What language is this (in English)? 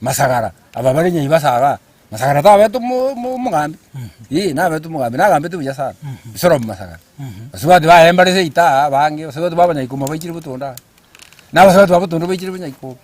Gusii